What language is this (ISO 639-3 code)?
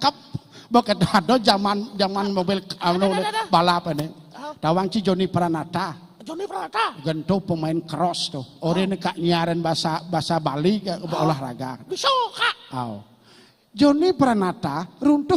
ban